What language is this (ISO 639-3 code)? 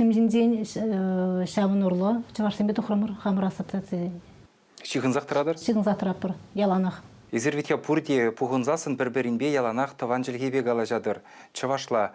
chv